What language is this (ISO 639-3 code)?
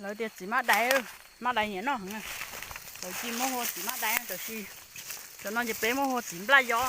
hmn